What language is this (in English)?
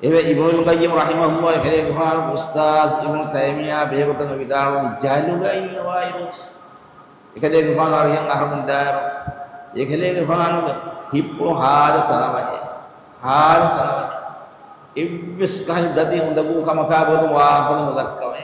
Divehi